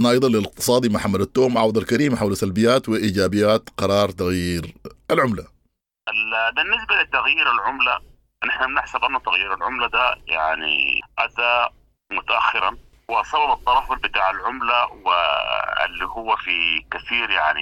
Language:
Sudanese Arabic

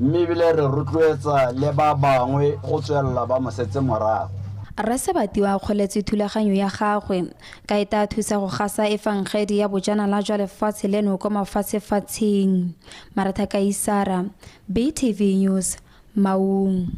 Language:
Tswana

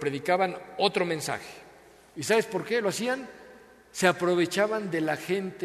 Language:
Spanish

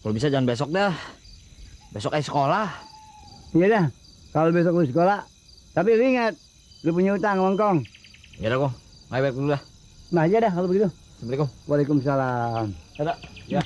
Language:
Betawi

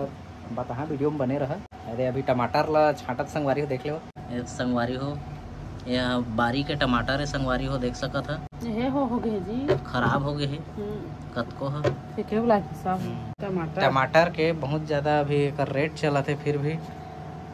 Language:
Chhattisgarhi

